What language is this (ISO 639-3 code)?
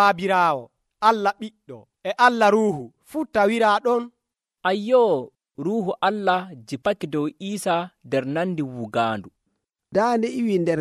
fuv